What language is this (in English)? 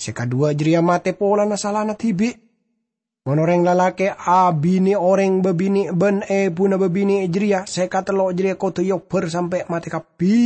Madurese